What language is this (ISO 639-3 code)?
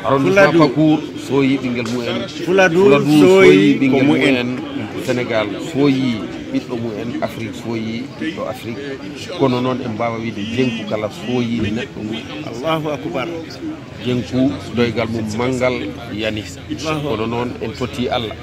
ful